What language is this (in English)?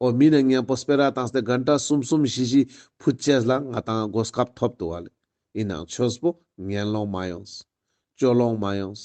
Ladakhi